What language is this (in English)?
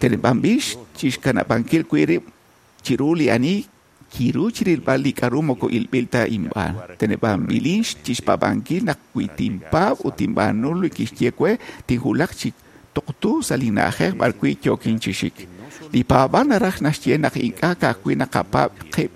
Kekchí